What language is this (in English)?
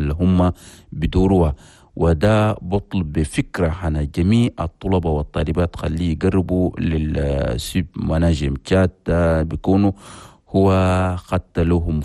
Chadian Arabic